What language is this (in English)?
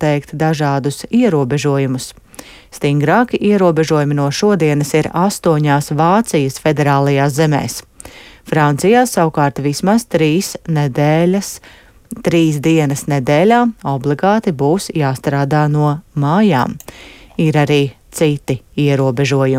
Latvian